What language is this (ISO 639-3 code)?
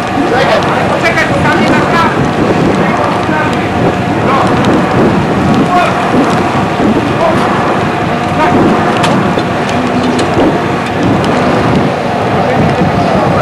pol